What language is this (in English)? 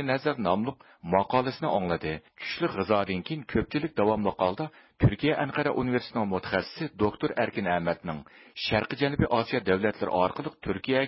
Uyghur